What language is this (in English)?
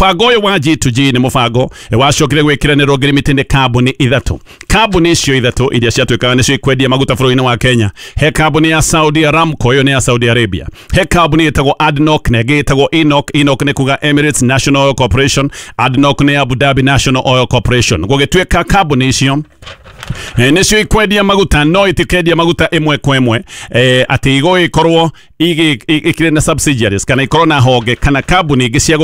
Kikuyu